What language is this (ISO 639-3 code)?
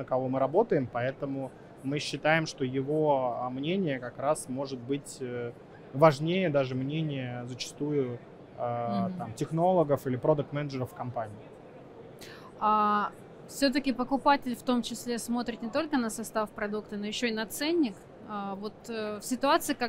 rus